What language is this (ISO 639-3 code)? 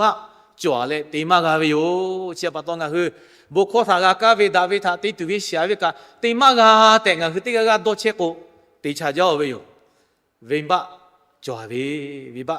lhu